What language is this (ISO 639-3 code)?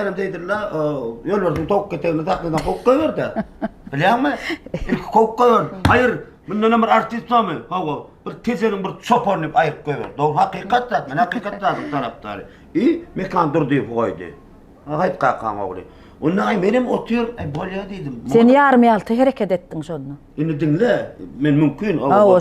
tuk